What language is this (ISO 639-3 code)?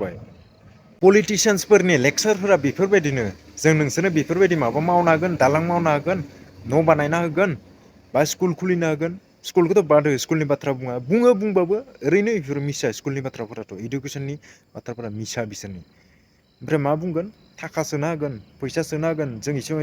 brx